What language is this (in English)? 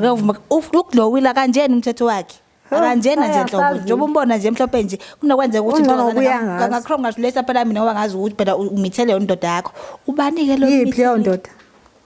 Zulu